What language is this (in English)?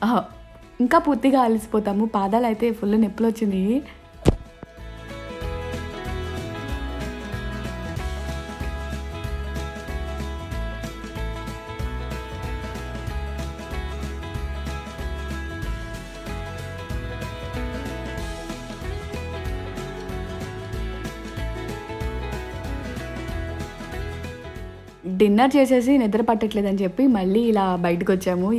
Telugu